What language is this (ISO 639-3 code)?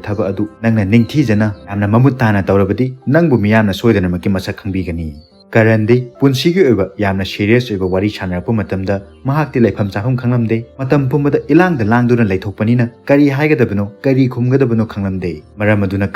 mni